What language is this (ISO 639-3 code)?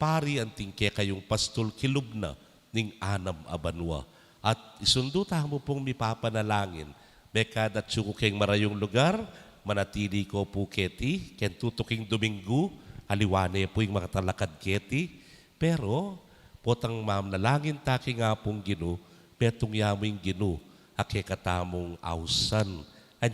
pam